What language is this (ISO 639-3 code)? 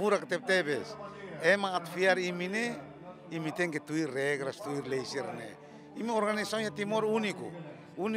tet